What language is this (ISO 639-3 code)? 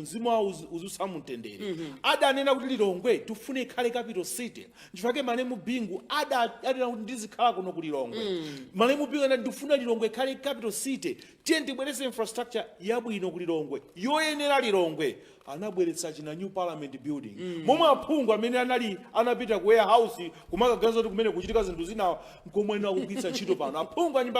nya